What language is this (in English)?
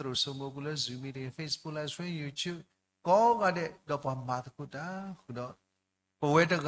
S'gaw Karen